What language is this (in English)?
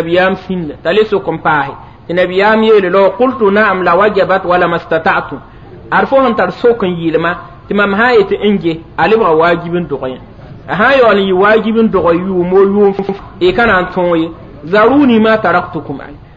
Mossi